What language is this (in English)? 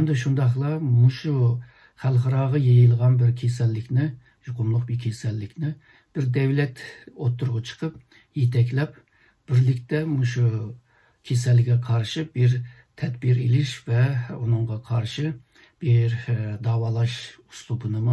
Uyghur